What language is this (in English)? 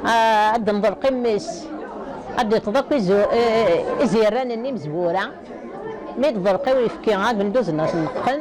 Kabyle